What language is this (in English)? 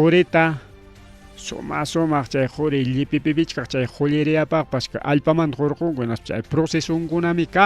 Ayacucho Quechua